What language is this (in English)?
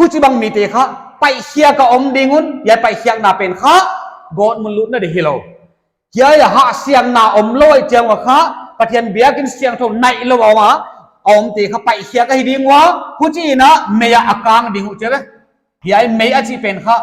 Paite Chin